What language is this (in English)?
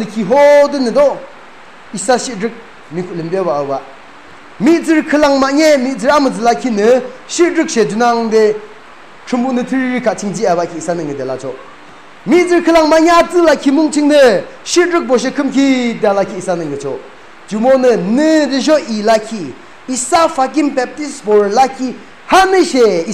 Yimchungru Naga